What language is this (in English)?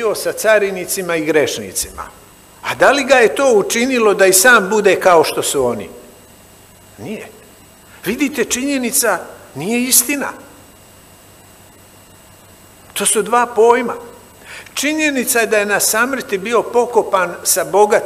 Serbian